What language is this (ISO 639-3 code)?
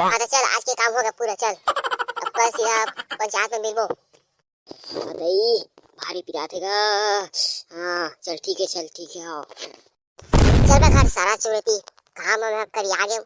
hne